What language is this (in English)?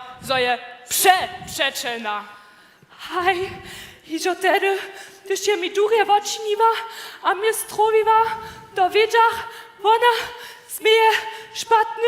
Upper Sorbian